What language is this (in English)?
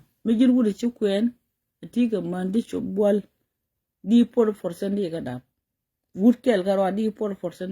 Nuer